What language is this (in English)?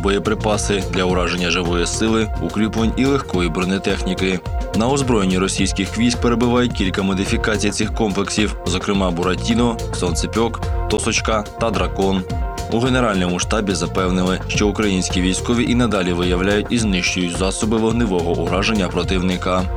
Ukrainian